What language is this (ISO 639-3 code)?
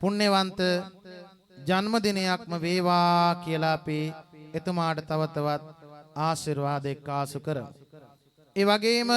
sin